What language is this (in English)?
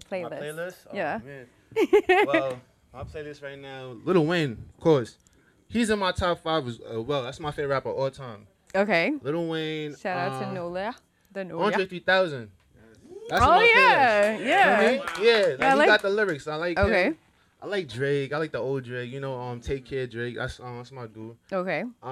English